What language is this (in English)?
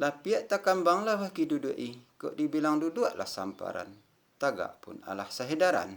Minangkabau